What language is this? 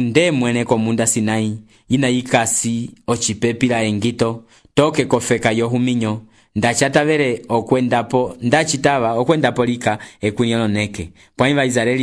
Umbundu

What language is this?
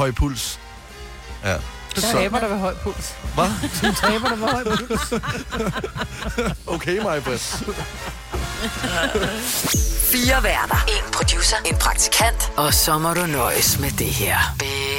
Danish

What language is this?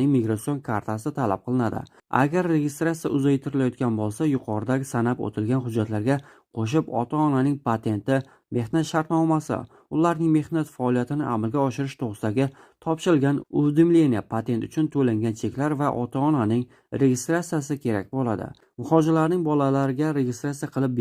Uzbek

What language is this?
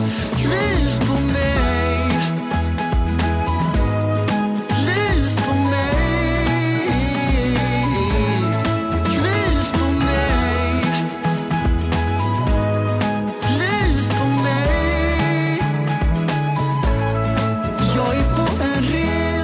Swedish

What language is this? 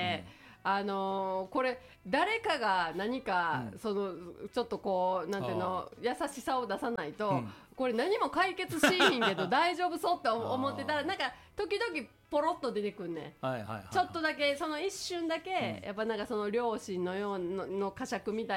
Japanese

